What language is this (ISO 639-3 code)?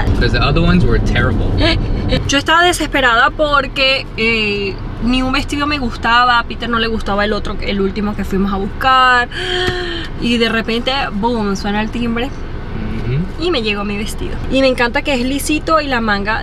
spa